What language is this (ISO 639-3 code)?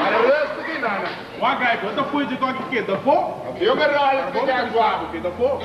pap